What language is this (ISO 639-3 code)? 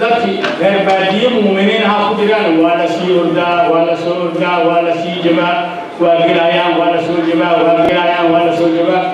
som